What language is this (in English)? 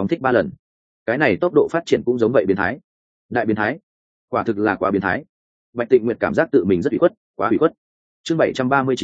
Vietnamese